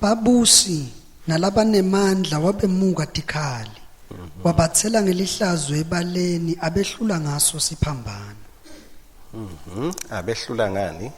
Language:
Swati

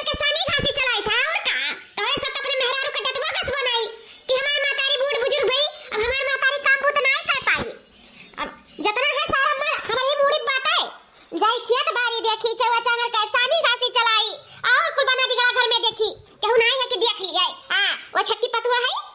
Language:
Awadhi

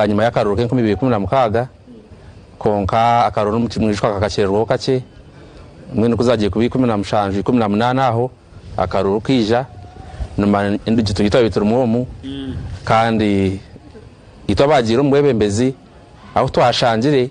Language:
Nyankole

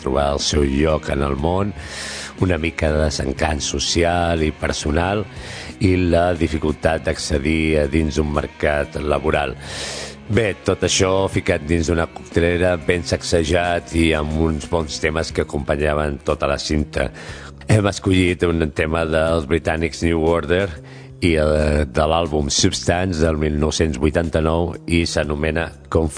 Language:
Catalan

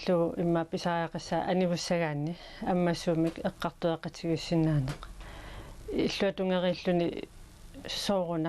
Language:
Kalaallisut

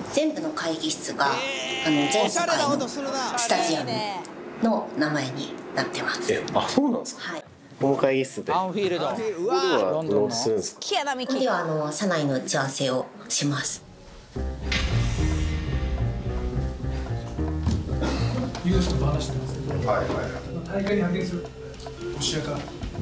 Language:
Japanese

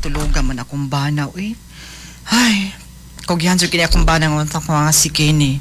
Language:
Cebuano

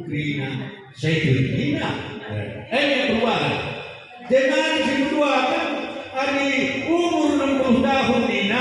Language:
Batak Karo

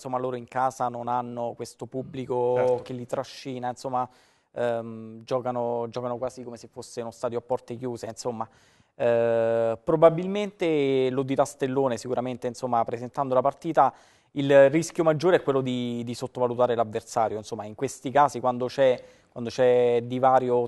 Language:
Italian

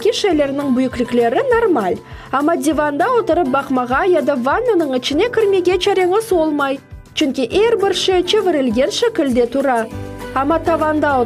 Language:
Crimean Tatar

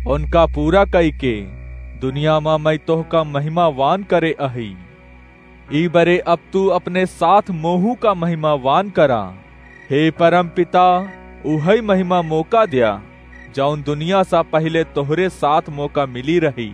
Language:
Awadhi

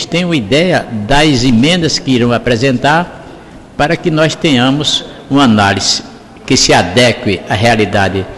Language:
Portuguese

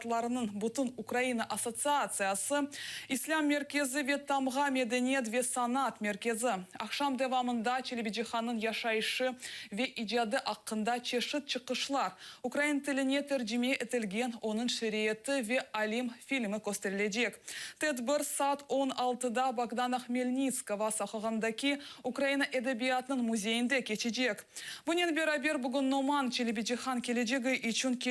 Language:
Crimean Tatar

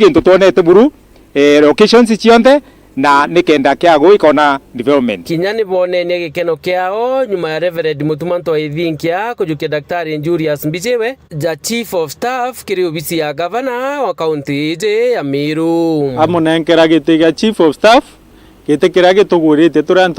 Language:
Meru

